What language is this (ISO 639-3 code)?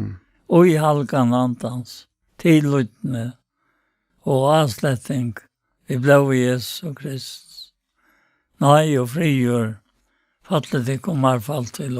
fao